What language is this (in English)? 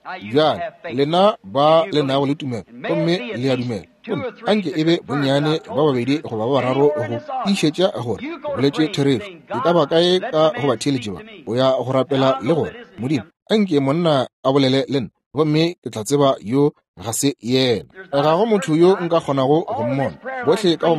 Northern Sotho